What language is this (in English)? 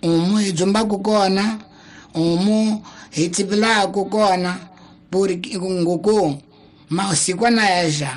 Tsonga